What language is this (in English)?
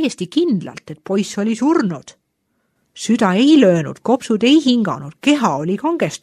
Estonian